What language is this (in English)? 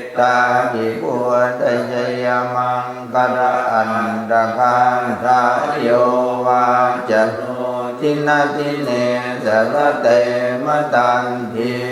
Pali